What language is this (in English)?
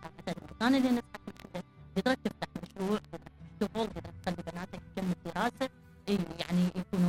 Mesopotamian Arabic